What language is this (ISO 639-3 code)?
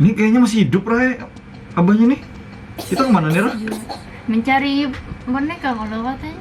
bjn